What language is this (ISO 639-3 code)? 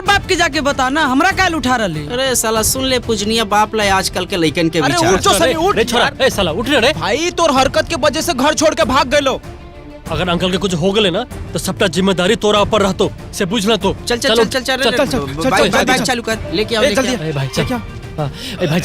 mag